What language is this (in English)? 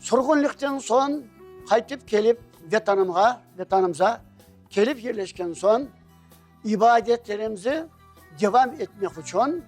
Crimean Tatar